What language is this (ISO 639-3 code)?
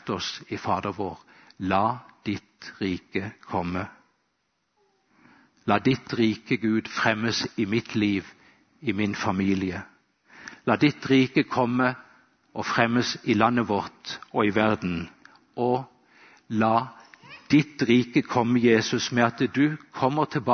nor